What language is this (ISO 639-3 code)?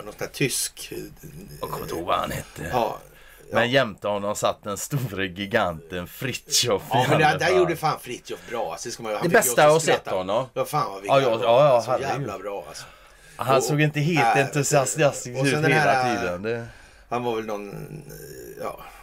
swe